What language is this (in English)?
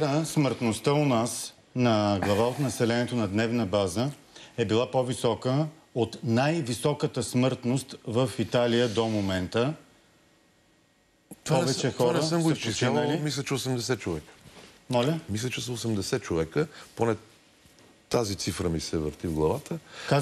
Bulgarian